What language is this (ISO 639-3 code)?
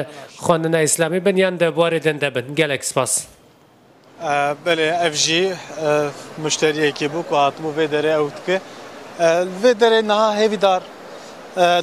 kur